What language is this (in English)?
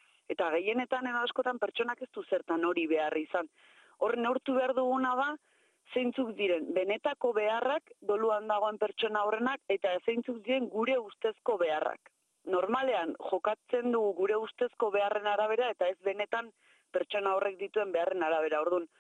Basque